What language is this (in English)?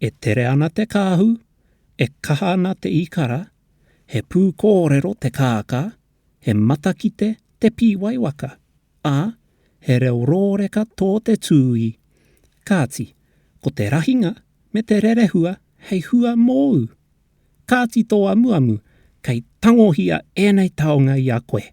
Māori